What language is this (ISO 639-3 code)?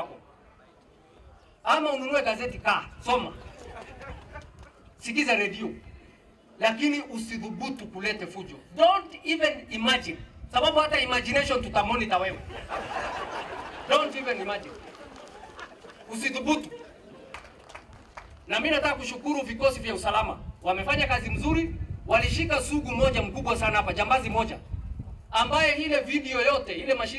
swa